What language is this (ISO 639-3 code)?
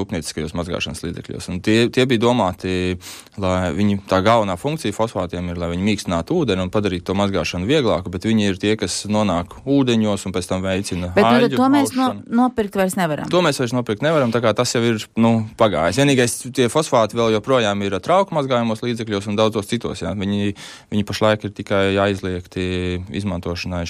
lav